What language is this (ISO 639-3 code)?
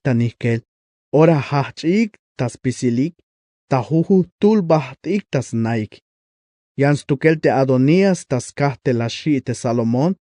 tzh